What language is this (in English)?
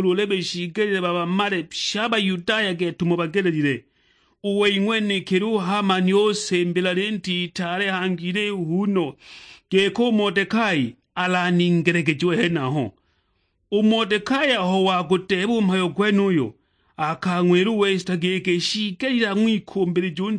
Sukuma